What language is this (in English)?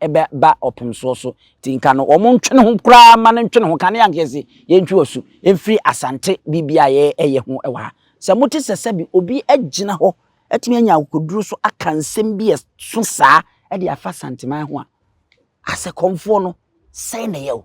Akan